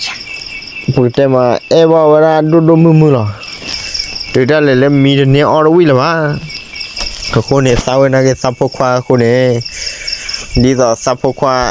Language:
S'gaw Karen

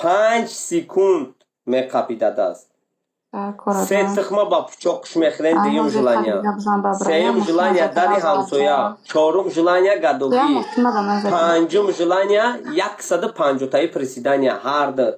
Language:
Tajik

